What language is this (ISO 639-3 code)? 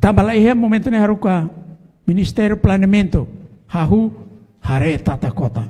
tet